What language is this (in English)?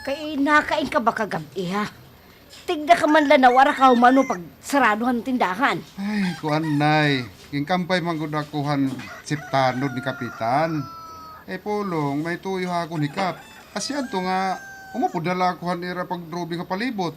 Waray